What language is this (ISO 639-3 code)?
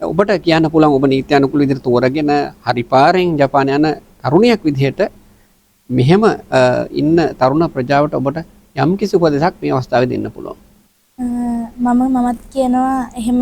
sin